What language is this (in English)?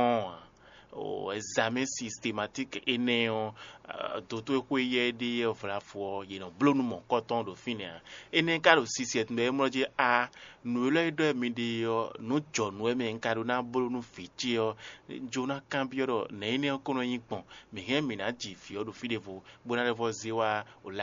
Fon